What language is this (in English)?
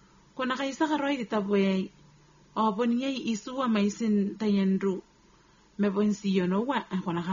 Gilbertese